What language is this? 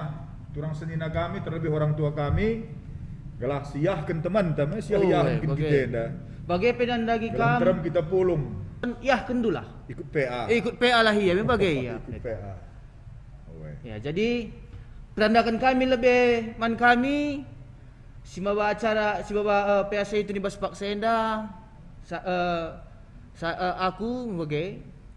Batak Karo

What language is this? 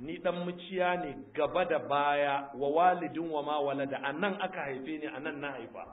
Hausa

